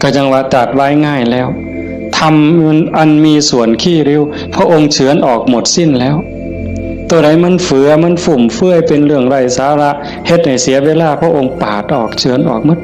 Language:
Northeastern Thai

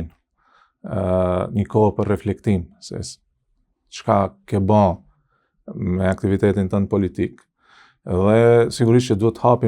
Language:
Albanian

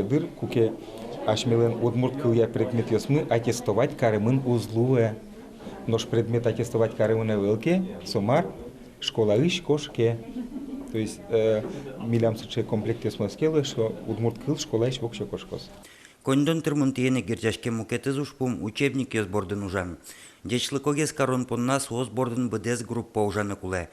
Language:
Udmurt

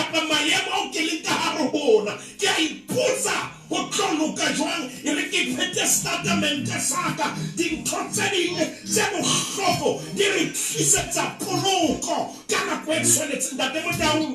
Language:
Southern Sotho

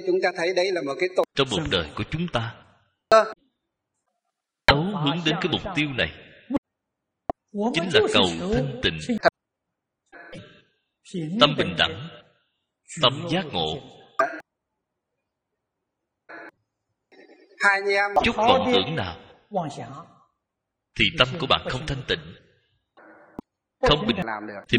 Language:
Vietnamese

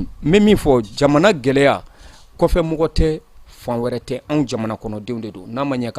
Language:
Bambara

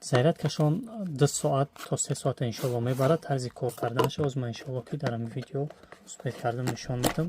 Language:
Tajik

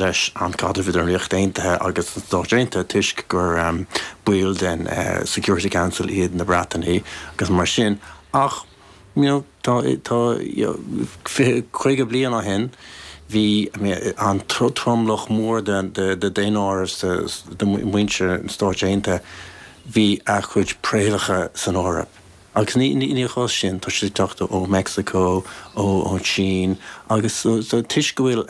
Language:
Irish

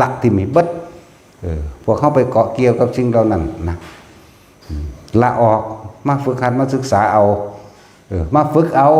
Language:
Northeastern Thai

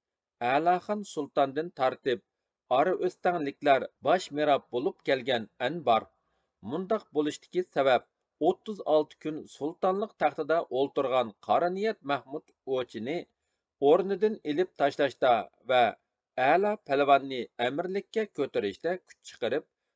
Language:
Uyghur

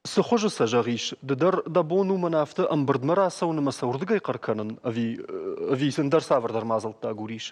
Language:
Ossetic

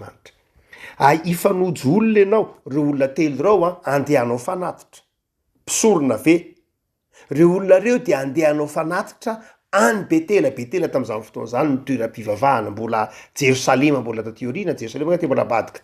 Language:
Malagasy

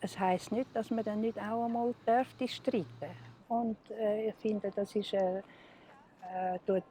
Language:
Swiss German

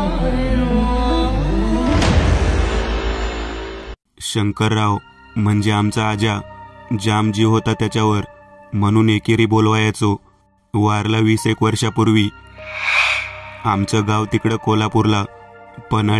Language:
Marathi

